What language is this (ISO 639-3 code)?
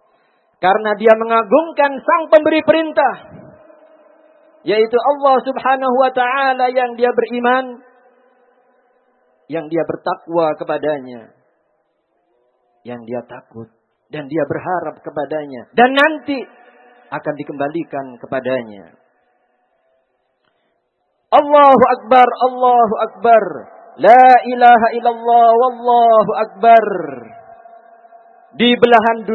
ind